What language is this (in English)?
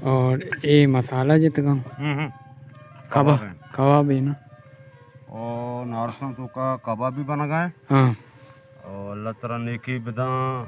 Baluchi